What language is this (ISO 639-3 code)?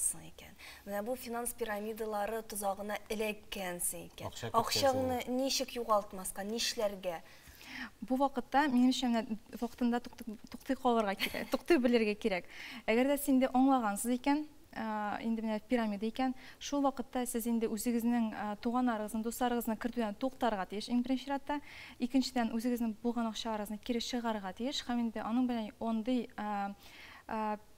tat